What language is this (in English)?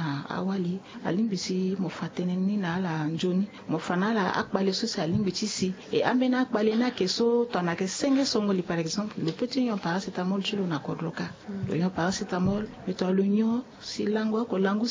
Sango